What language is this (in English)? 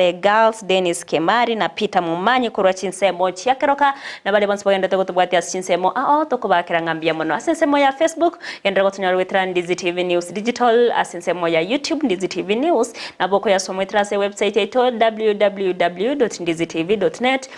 Gusii